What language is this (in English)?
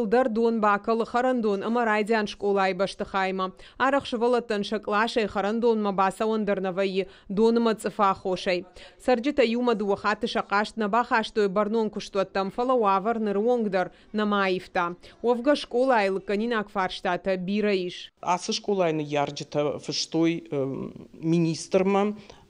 Ossetic